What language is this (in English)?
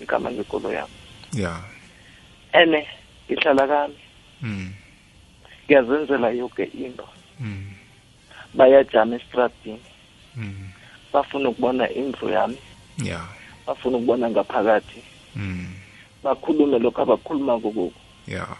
South Ndebele